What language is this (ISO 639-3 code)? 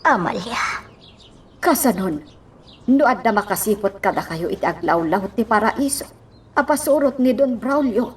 ilo